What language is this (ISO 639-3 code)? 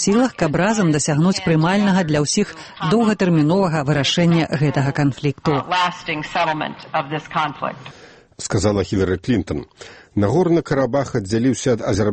bel